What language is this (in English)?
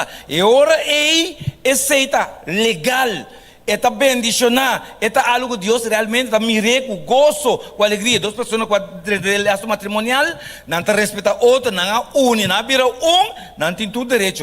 Papiamento